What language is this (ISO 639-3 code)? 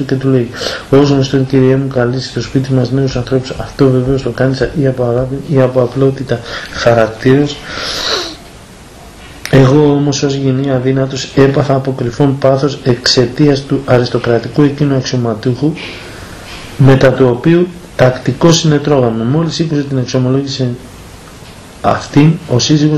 ell